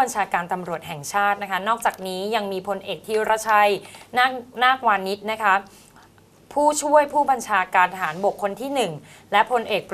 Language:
Thai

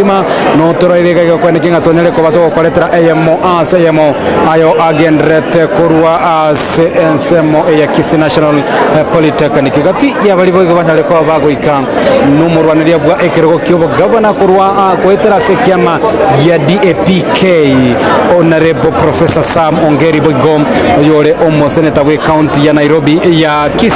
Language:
Gusii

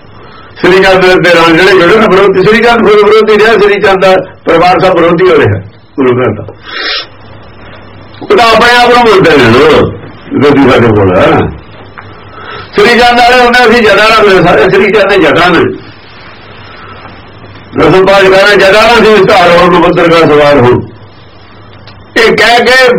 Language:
Punjabi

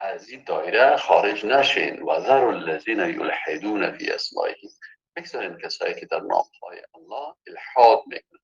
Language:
Persian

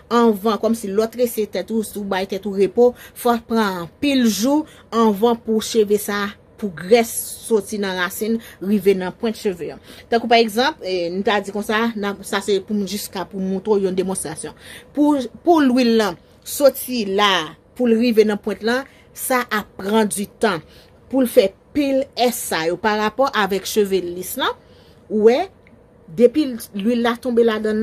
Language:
Haitian Creole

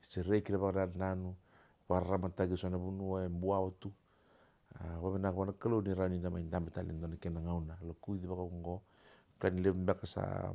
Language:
Fijian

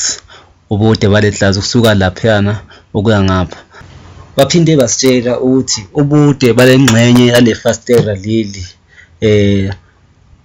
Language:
Zulu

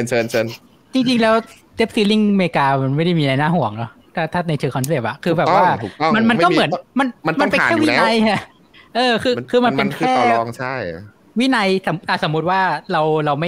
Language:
Thai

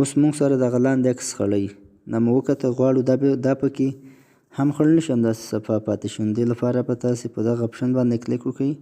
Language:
Pashto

